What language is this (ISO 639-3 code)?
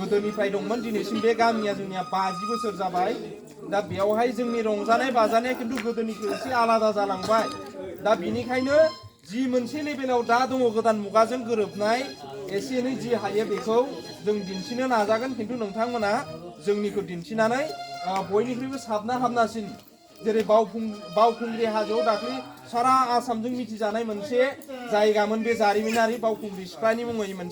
brx